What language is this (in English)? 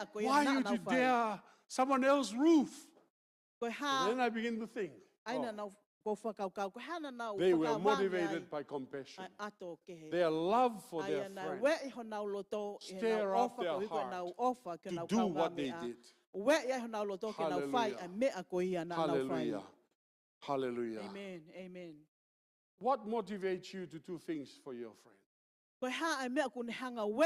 Tongan